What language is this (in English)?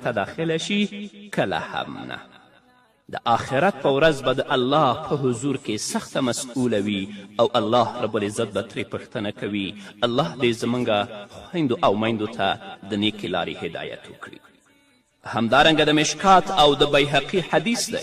Pashto